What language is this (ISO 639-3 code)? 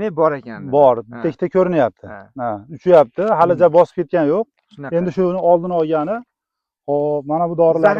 uzb